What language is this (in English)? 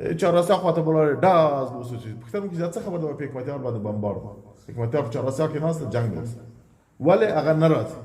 Pashto